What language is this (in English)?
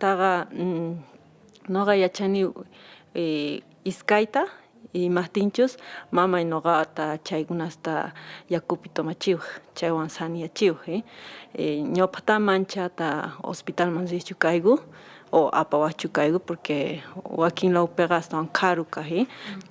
Quechua